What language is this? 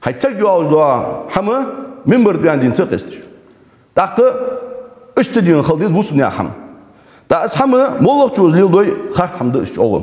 Ingush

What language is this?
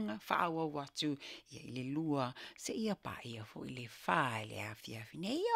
Samoan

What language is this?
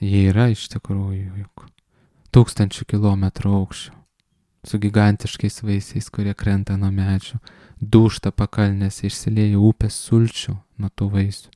Lithuanian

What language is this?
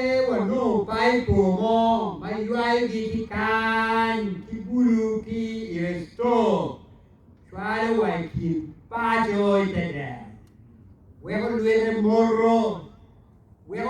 Acoli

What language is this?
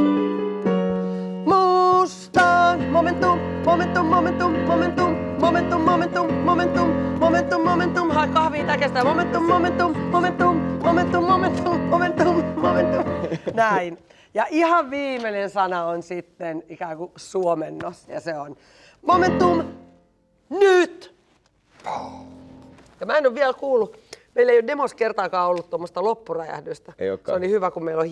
Finnish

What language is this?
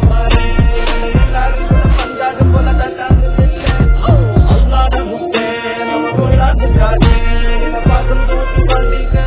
Malayalam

